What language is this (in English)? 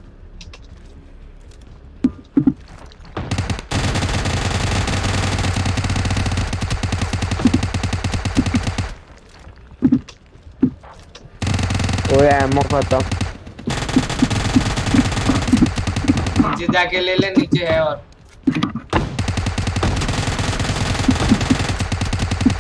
Hindi